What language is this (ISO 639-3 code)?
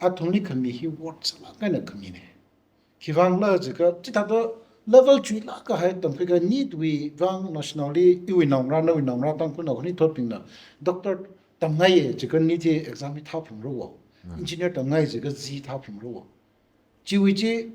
nmf